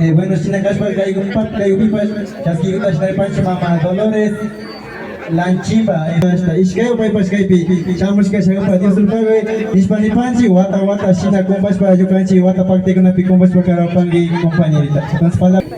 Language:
Imbabura Highland Quichua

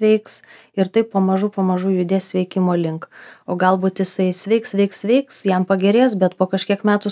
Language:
Lithuanian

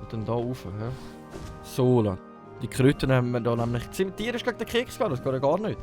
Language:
Swiss German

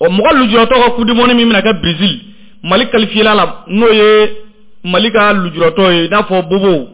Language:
Bambara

